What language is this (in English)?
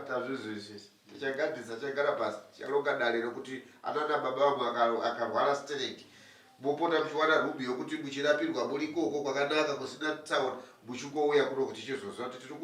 Shona